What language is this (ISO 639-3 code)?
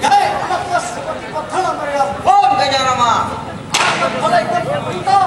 bjn